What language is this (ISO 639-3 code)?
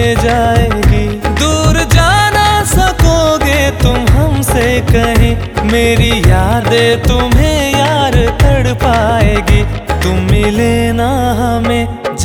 hin